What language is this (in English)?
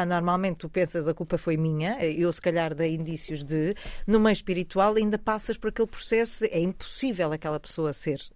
Portuguese